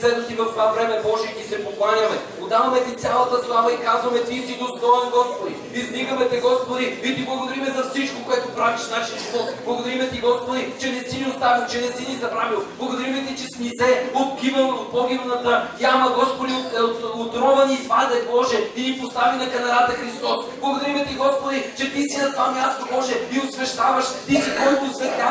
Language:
Bulgarian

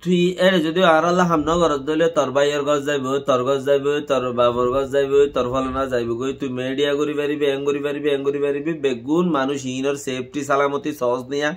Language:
Rohingya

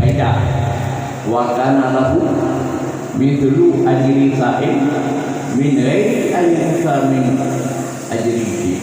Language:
Achinese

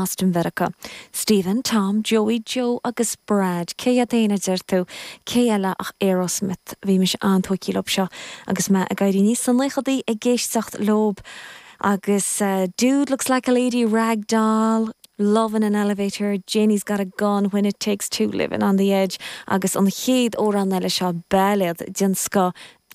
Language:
Irish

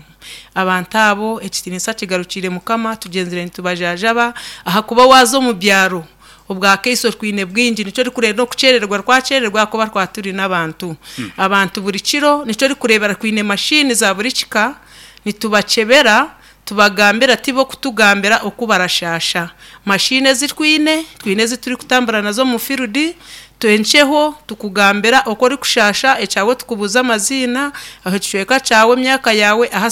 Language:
Nyankole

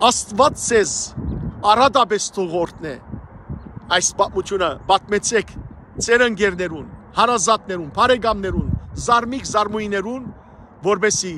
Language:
Western Armenian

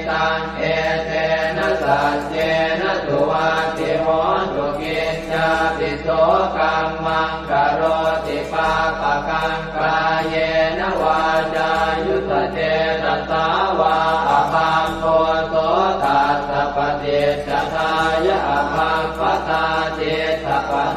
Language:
Pali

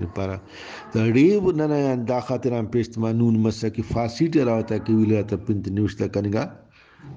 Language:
Brahui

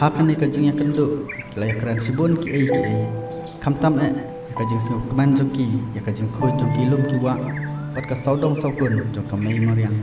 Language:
Khasi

